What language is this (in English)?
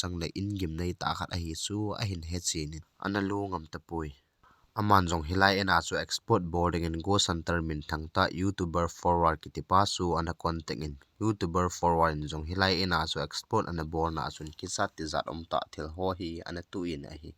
Thado Chin